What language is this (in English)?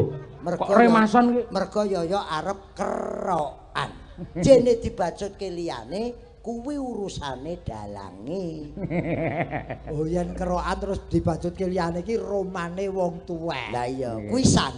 Javanese